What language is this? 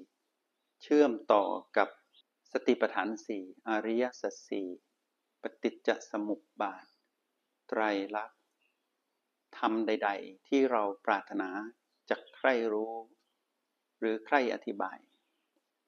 Thai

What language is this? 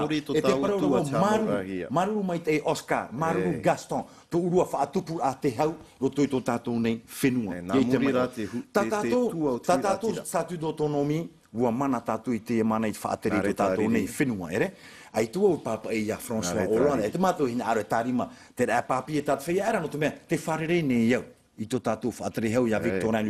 Tahitian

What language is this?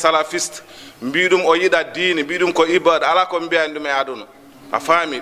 Fula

